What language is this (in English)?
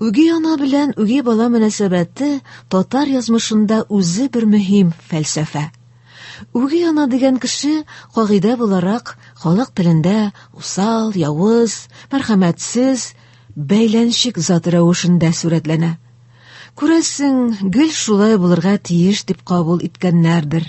Tatar